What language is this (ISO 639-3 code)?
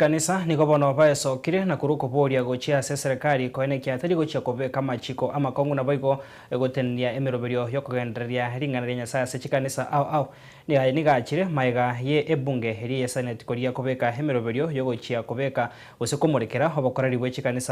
guz